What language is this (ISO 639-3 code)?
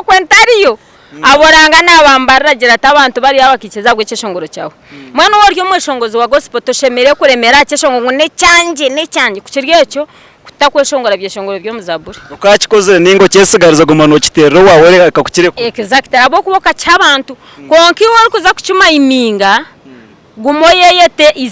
nyn